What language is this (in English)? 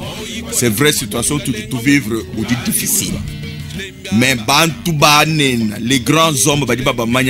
Luba-Lulua